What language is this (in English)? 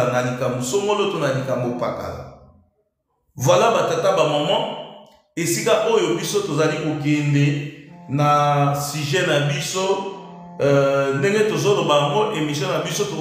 Lingala